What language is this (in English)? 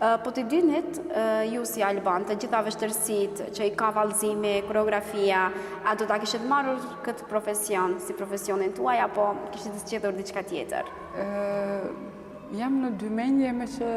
Albanian